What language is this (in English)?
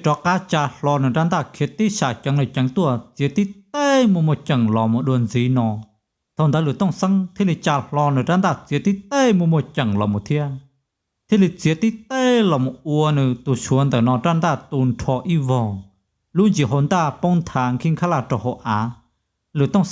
Hmong